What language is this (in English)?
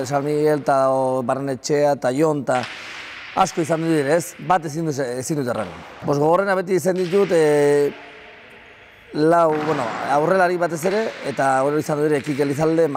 Basque